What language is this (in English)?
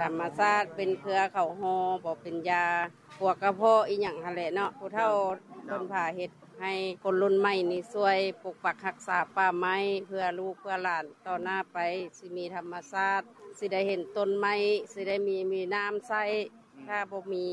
Lao